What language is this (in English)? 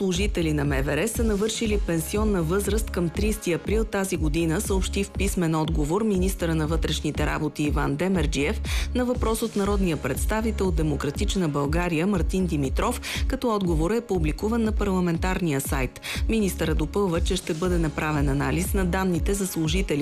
Bulgarian